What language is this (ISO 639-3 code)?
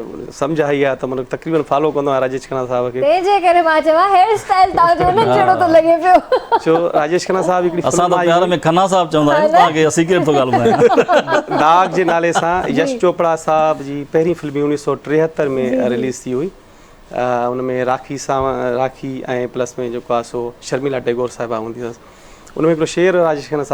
snd